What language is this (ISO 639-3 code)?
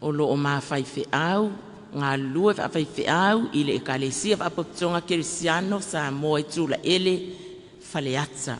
smo